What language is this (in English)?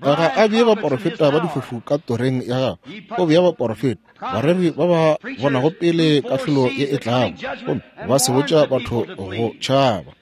Northern Sotho